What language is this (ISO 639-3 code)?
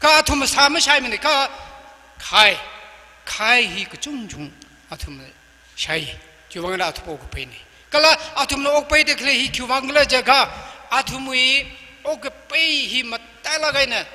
nmf